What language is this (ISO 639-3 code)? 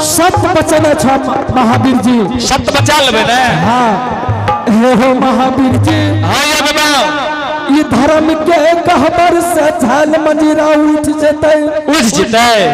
anp